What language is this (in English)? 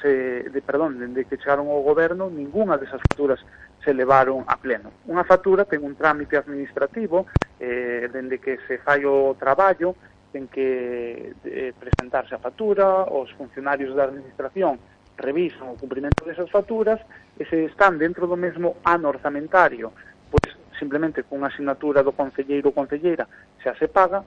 Galician